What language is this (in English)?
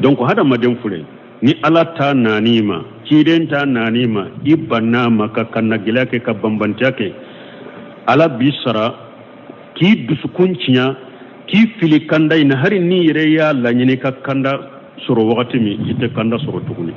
Bambara